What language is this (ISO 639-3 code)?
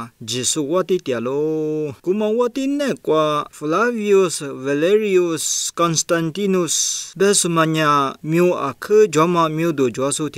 lis